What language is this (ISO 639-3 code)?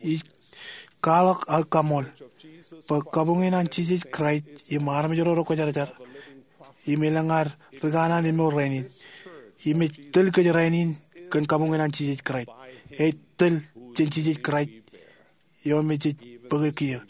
mah